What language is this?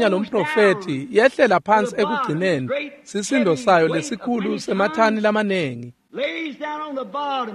Swati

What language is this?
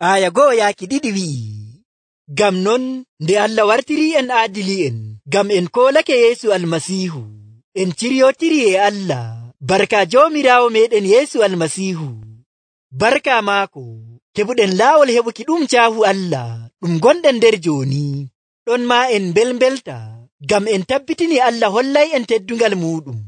Nigerian Fulfulde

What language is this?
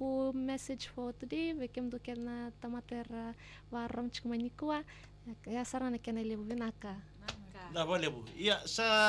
Fijian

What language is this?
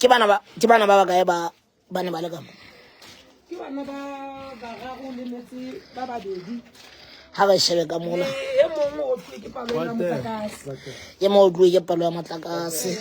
Southern Sotho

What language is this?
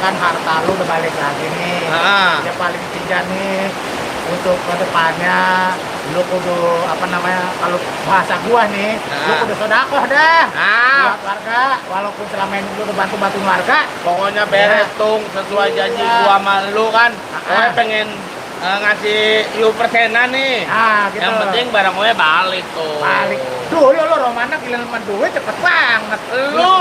Betawi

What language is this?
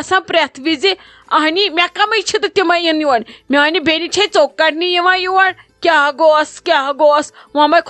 Kashmiri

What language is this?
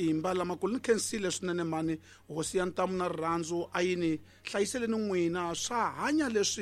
Tsonga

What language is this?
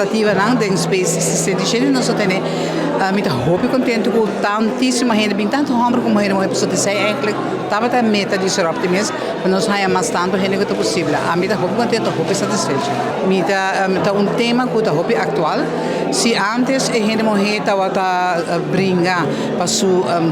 Papiamento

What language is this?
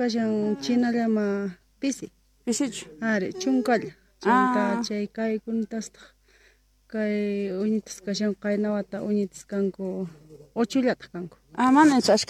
Quechua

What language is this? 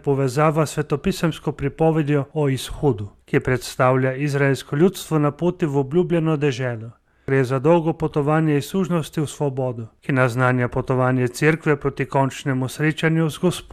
Slovenian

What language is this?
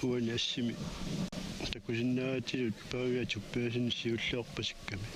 Kalaallisut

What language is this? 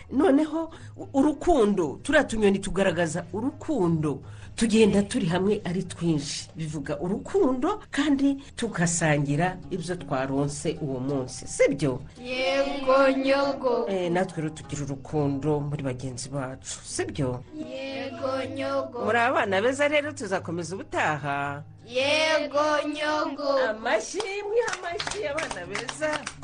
Kinyarwanda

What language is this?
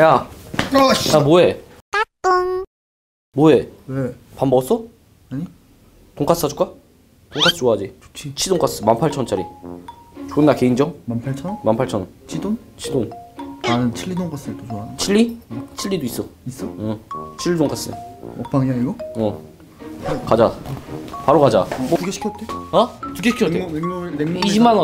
Korean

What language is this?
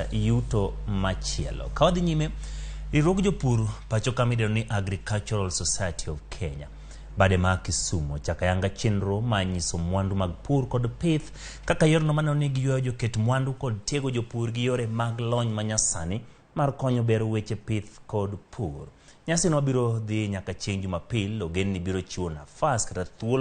Luo (Kenya and Tanzania)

